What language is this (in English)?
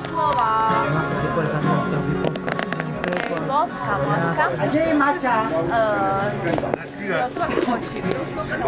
Slovak